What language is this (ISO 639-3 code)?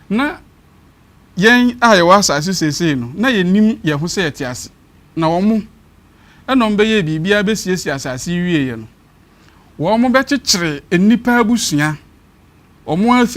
aka